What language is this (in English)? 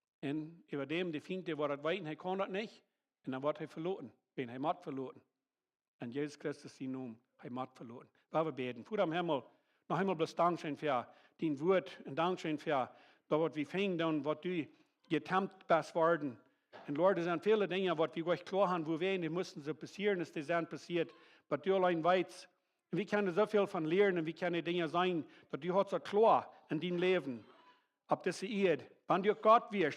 Plautdietsch